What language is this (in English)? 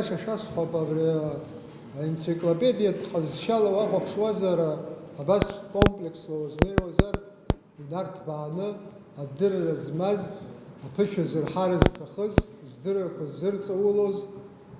Abkhazian